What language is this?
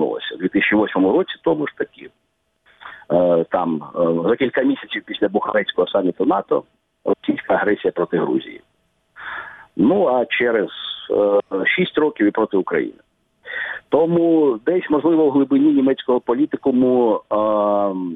Ukrainian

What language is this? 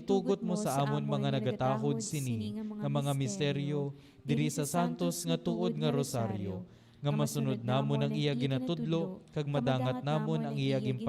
Hiligaynon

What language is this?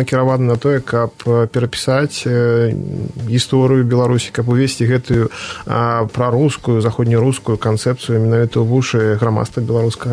Belarusian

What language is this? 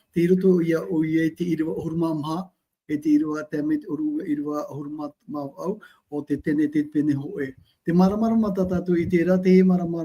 Tahitian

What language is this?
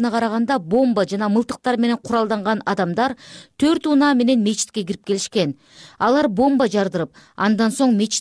Kyrgyz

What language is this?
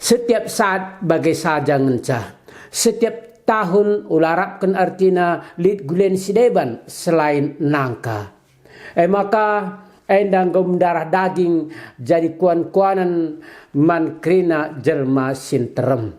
Batak Karo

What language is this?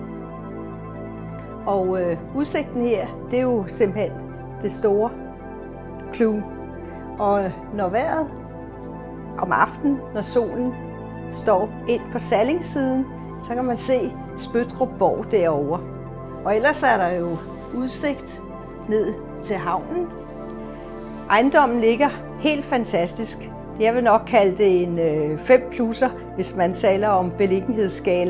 Danish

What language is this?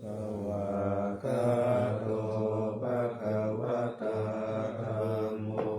Pali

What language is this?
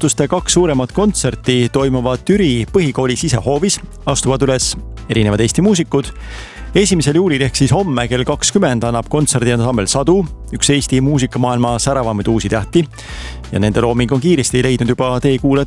Estonian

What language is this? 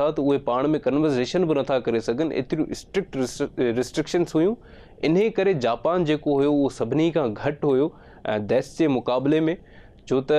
Sindhi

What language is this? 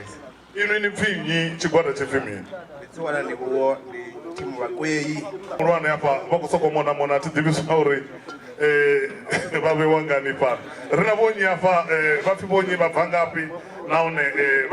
Venda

